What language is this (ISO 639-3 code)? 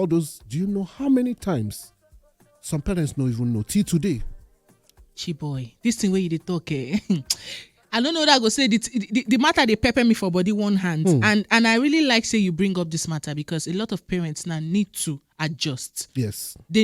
pcm